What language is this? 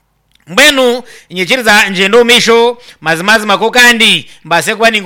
Nyankole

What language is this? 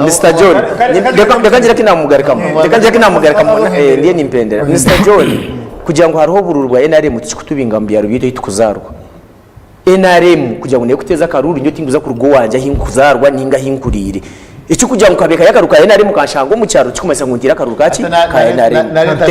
Nyankole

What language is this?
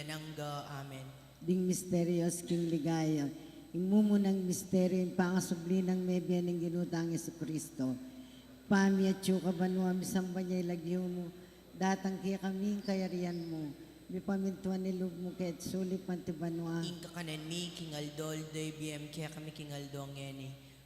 Pampanga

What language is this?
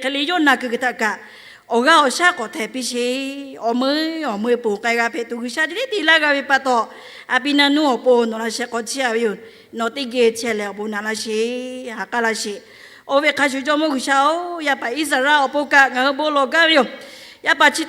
Lahu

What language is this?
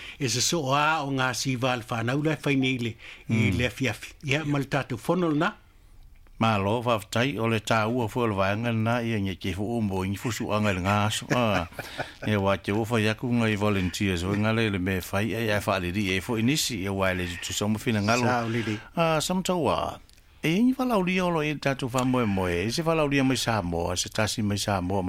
Samoan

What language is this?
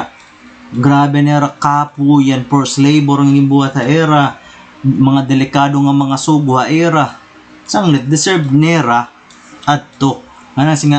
Waray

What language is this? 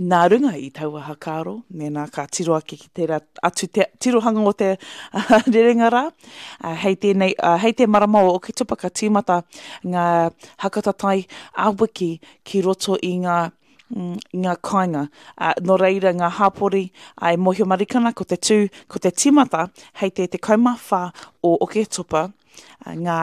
Māori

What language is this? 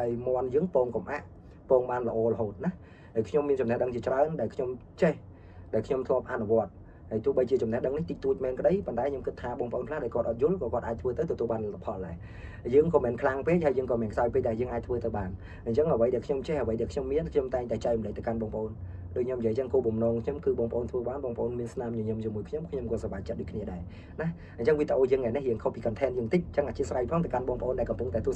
Khmer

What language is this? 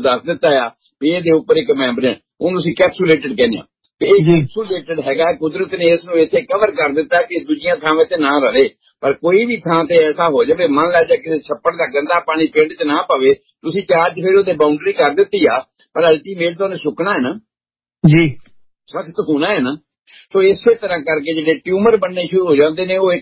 Punjabi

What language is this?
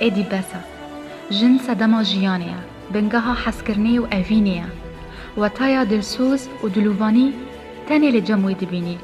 Kurdish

